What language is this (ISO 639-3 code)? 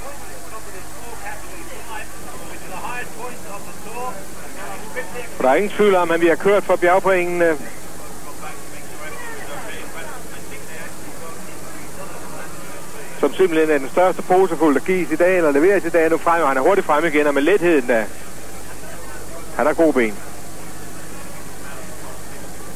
dan